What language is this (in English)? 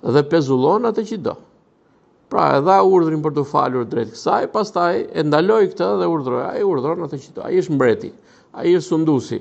Albanian